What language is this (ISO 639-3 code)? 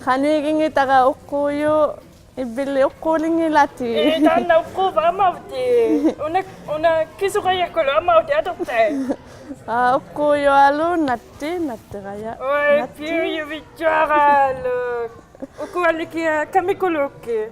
iku